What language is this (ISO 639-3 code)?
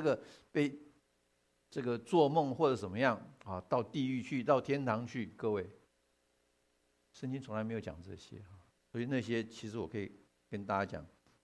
zho